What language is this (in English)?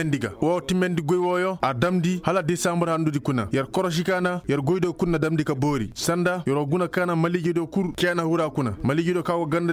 Koyraboro Senni